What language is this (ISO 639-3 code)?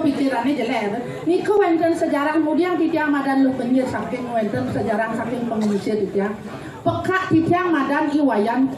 ban